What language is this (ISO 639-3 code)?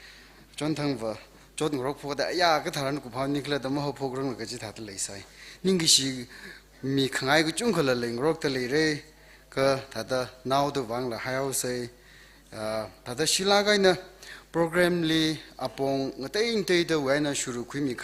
nmf